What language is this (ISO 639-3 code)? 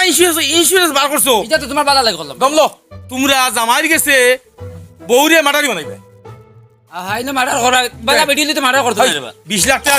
syl